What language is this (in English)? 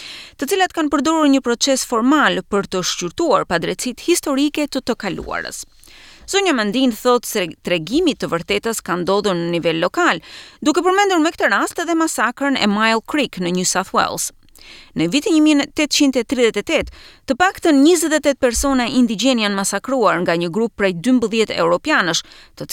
Albanian